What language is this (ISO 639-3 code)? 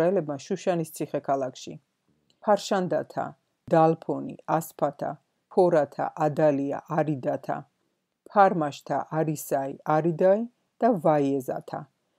kat